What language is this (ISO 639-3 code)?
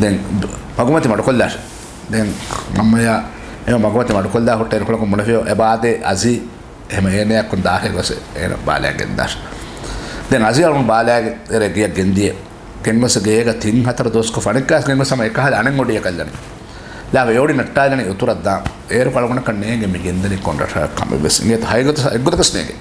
div